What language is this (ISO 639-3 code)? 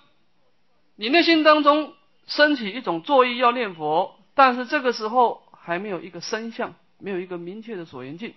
zho